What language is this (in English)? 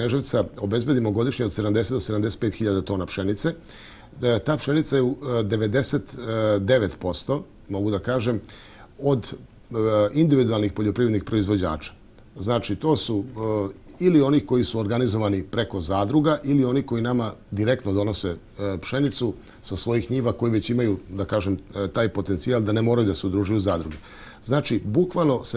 Serbian